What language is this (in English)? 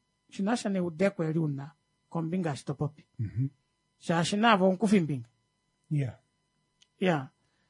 Kuanyama